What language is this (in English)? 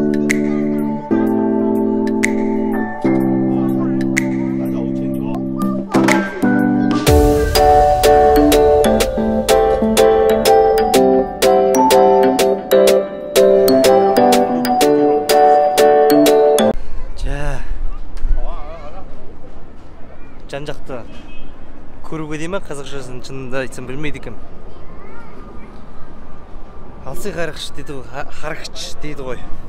Kazakh